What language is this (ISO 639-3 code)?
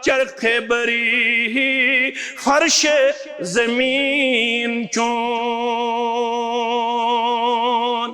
kas